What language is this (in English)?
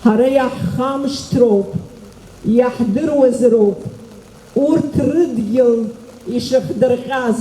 Abkhazian